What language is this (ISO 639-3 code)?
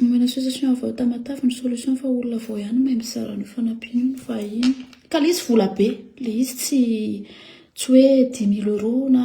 mlg